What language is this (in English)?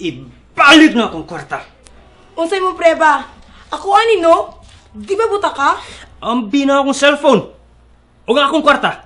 Cebuano